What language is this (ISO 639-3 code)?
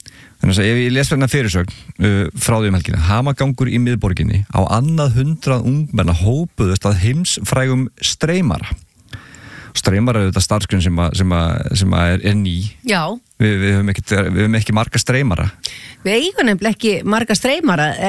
isl